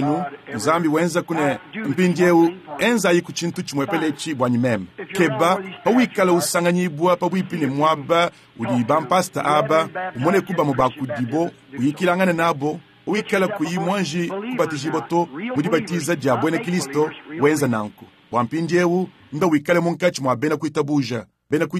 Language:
Luba-Lulua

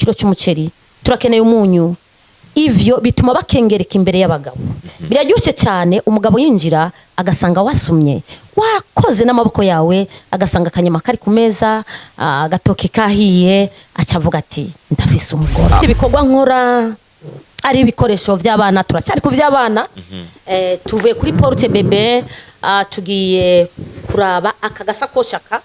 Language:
Rundi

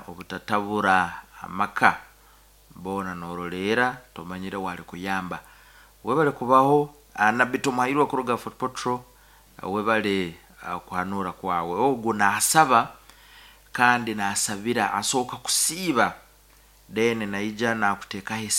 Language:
Nyankole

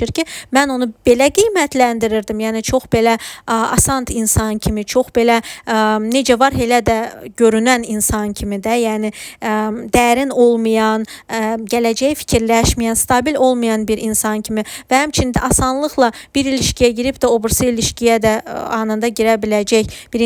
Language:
Azerbaijani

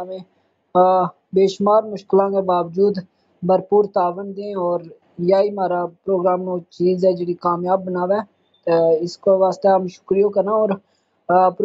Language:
Gujari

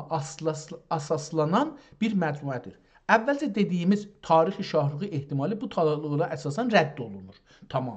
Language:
South Azerbaijani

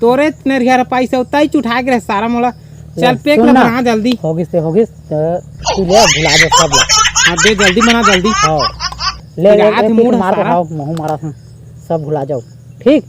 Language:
Chhattisgarhi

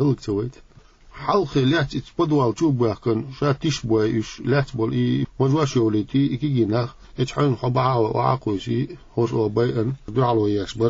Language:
Chechen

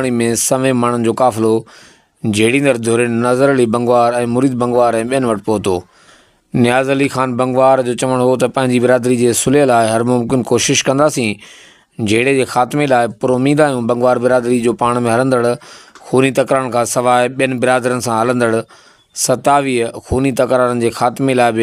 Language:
Sindhi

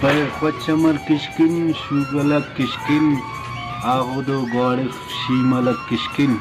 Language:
Brahui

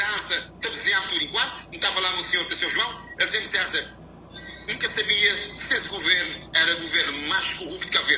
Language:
Kabuverdianu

